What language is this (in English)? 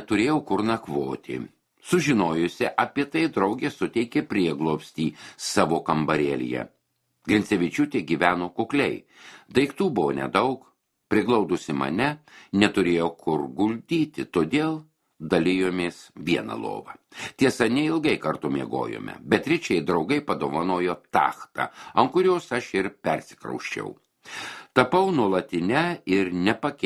Lithuanian